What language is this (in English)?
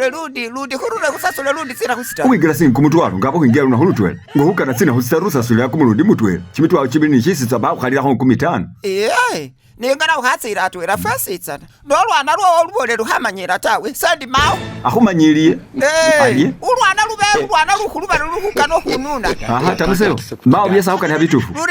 Masaaba